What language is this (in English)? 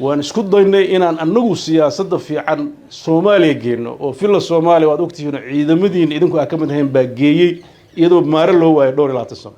Somali